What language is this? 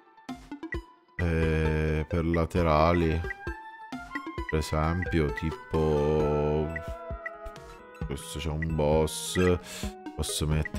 Italian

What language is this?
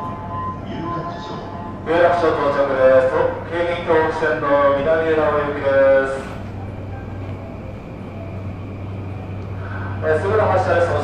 Japanese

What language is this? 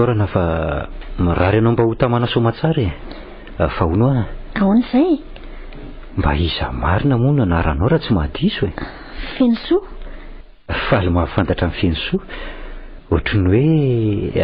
Malagasy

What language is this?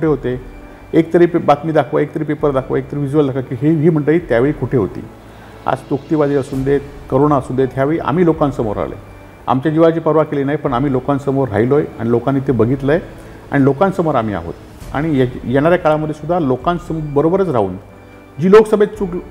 Marathi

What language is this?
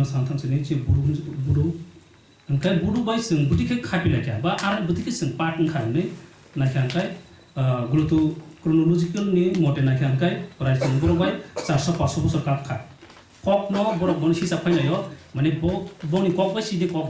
Kok Borok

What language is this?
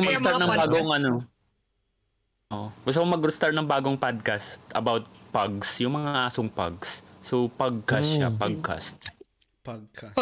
Filipino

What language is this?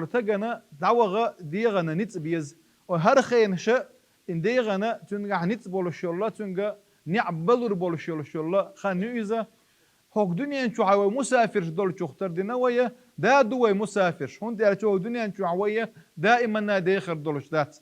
Chechen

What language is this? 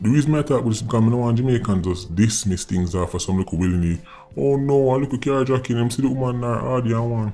Jamaican Creole English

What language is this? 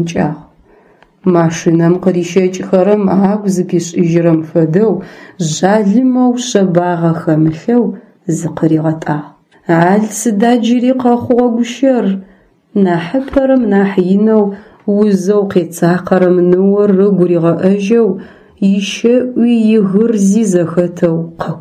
Adyghe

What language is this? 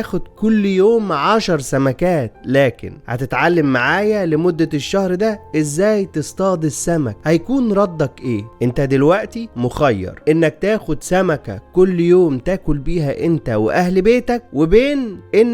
Egyptian Arabic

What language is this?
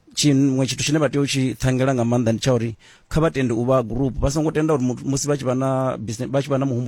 Venda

